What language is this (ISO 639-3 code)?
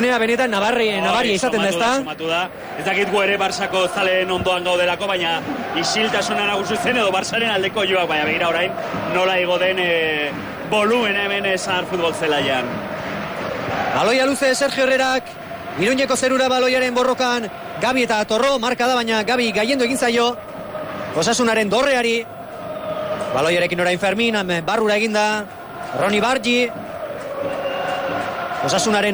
eus